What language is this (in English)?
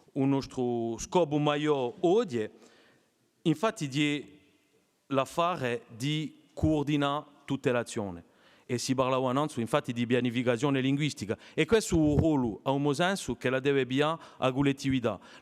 Corsican